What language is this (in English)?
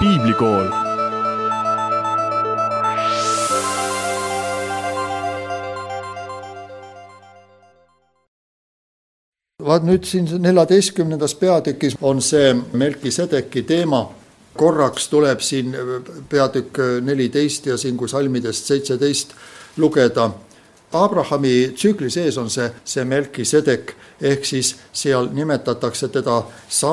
Estonian